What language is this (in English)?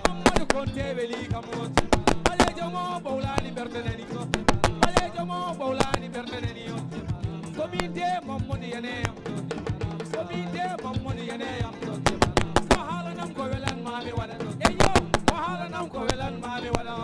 Fula